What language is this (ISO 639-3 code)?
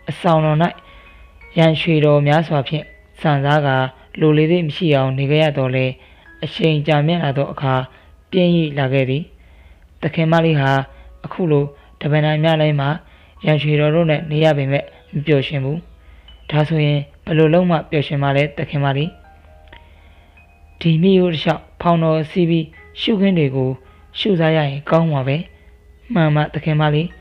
mya